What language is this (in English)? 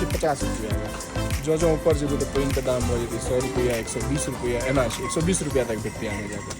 Maithili